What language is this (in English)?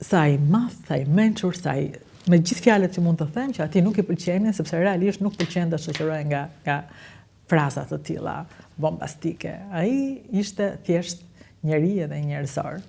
Albanian